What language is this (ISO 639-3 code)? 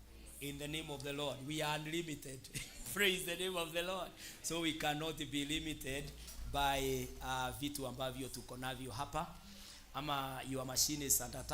kik